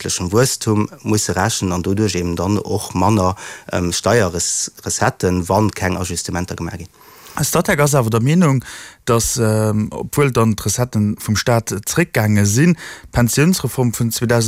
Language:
Luxembourgish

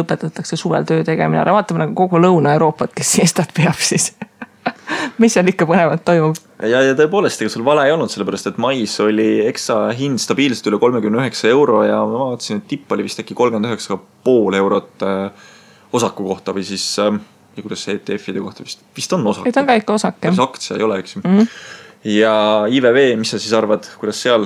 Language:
Estonian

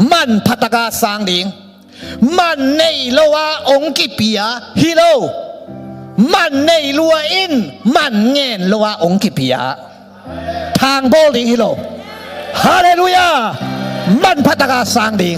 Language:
Tedim Chin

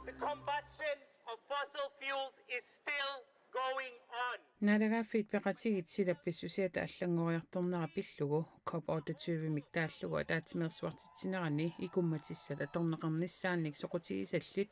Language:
Kalaallisut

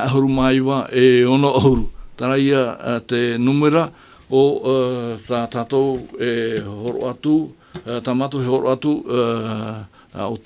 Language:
Tahitian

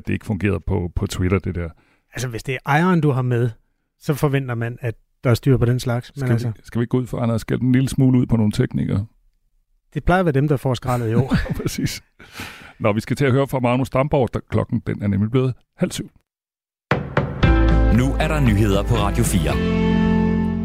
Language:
Danish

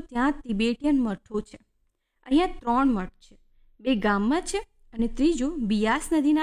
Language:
Gujarati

